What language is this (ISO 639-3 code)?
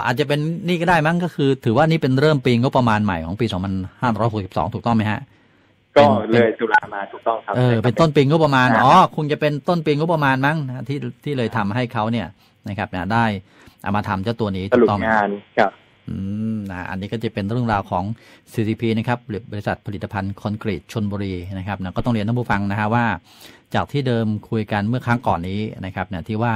tha